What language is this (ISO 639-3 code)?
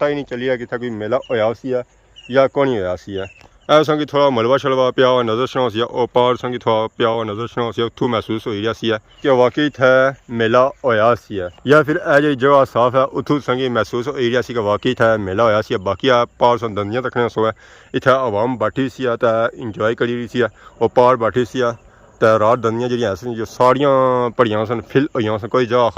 phr